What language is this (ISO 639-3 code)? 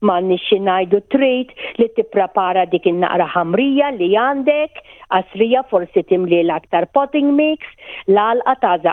mlt